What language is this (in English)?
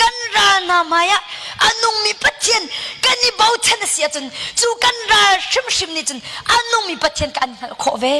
Hakha Chin